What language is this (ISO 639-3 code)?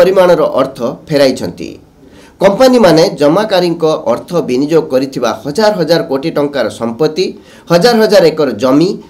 ori